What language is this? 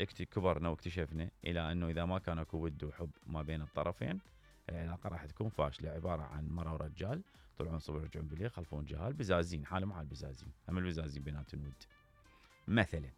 Mesopotamian Arabic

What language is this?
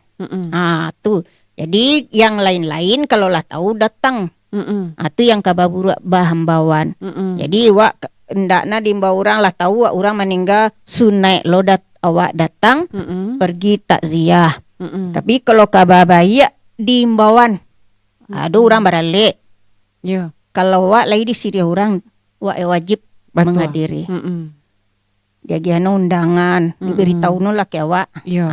Minangkabau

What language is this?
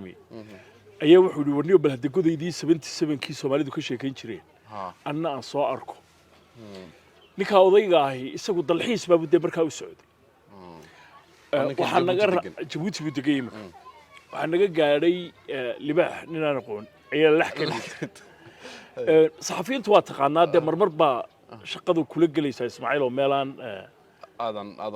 Somali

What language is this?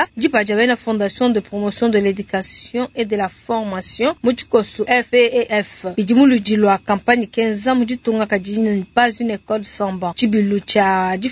Luba-Lulua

